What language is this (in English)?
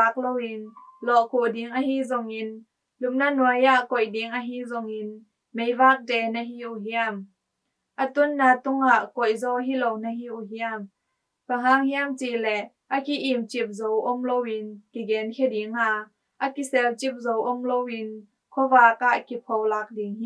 Tedim Chin